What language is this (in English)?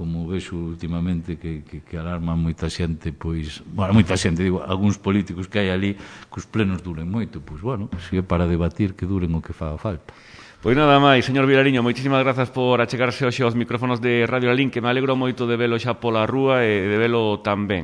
Galician